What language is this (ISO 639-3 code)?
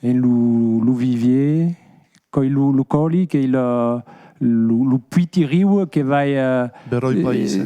oci